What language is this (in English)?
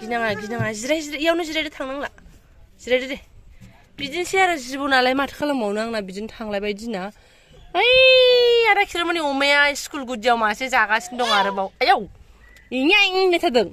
Bodo